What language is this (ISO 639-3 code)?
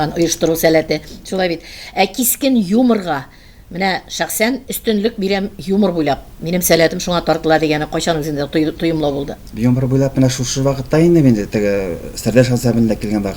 tat